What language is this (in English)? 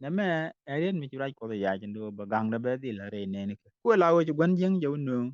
Nuer